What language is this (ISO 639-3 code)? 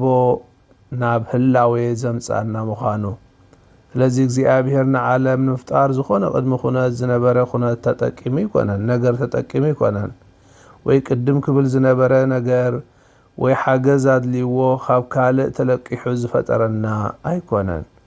tir